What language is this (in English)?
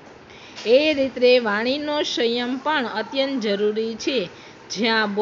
Gujarati